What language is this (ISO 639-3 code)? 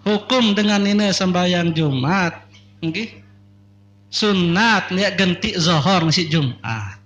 sas